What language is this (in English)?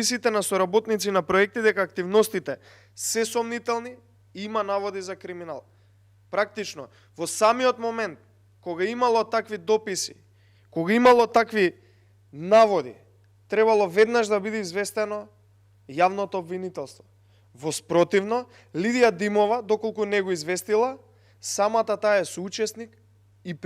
Macedonian